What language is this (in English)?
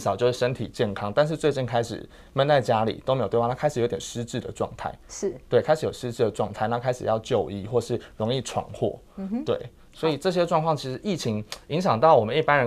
Chinese